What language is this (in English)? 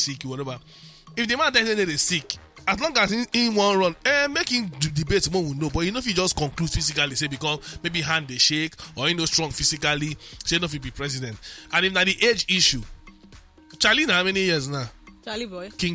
Nigerian Pidgin